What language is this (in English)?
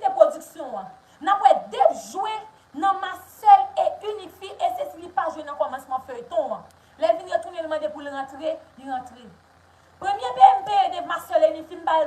Haitian Creole